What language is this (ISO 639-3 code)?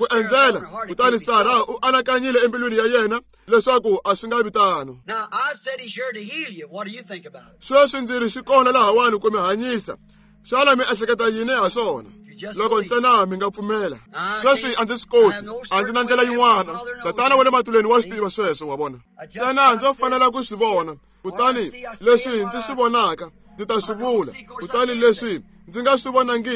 tso